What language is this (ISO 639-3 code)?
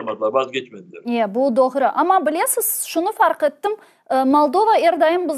crh